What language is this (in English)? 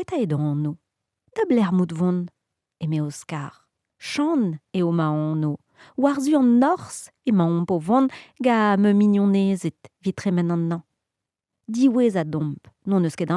Breton